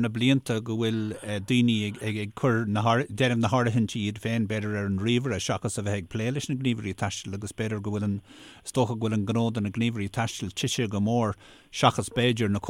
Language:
Irish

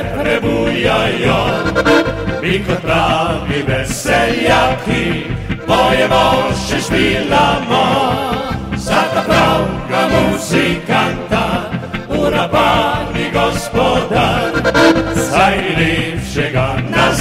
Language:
Slovenian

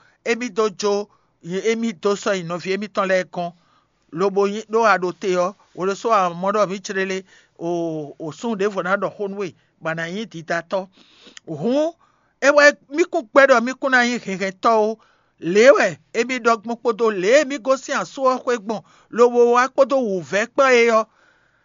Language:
Fon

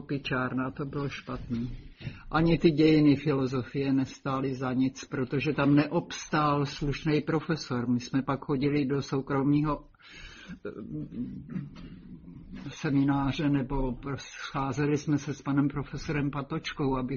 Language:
Czech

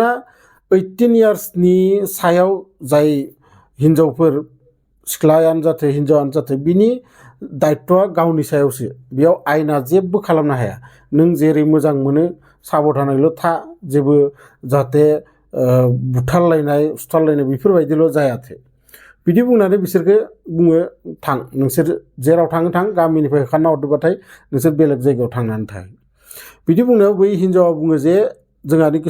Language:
Bodo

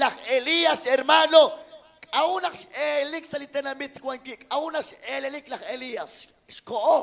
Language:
Kekchí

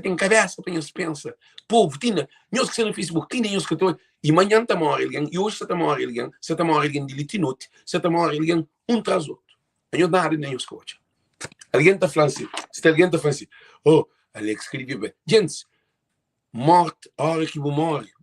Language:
Kabuverdianu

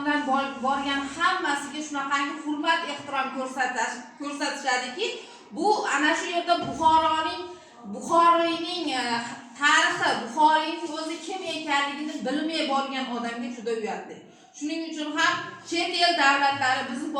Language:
Uzbek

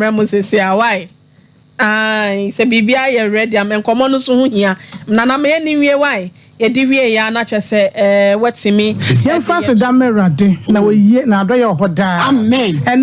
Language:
Akan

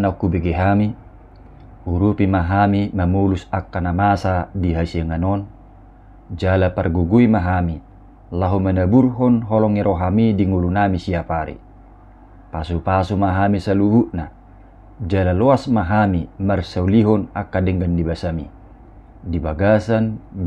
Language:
Batak Toba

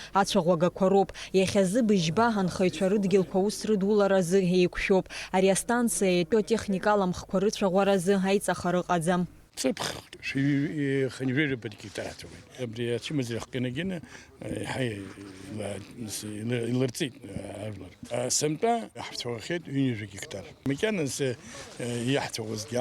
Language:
Abkhazian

